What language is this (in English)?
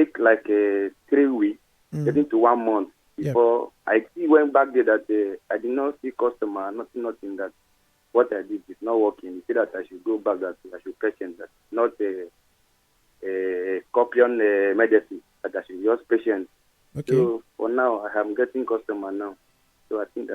Nigerian Pidgin